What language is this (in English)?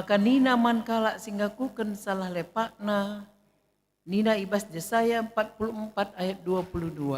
Batak Karo